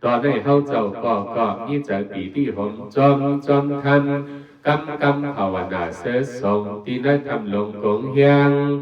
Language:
Shan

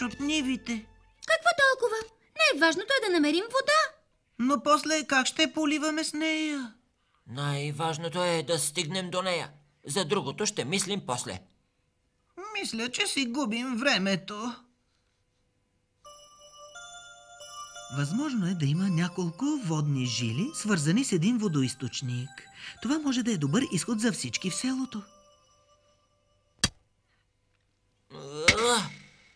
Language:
Bulgarian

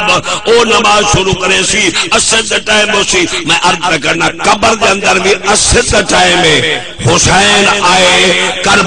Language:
Saraiki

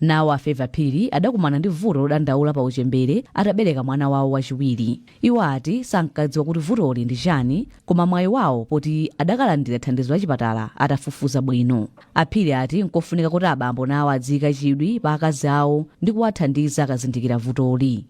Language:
Nyanja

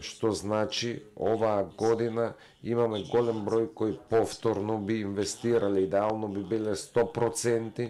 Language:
Macedonian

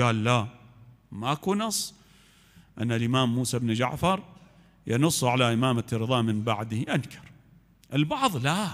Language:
Mesopotamian Arabic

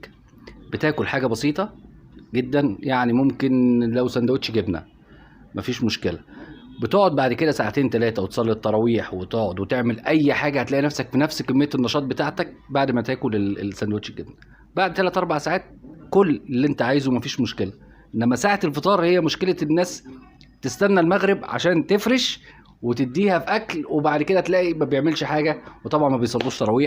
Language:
Egyptian Arabic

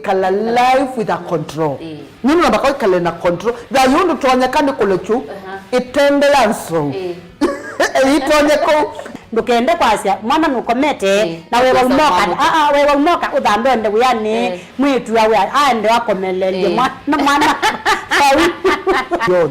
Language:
Kamba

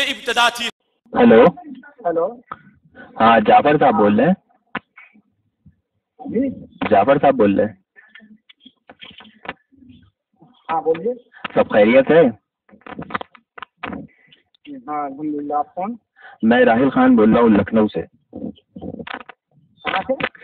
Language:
Urdu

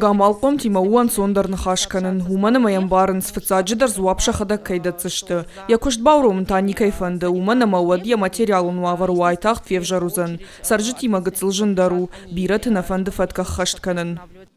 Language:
Ossetic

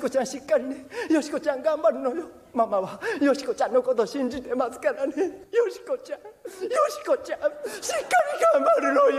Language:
Japanese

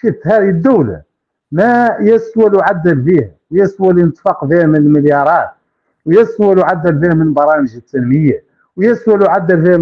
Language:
Hassaniyya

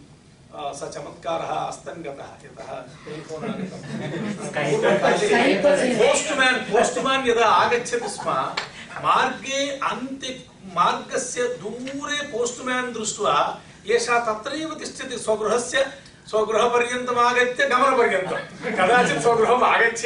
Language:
Sanskrit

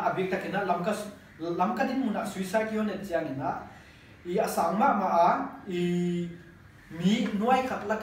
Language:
Paite Chin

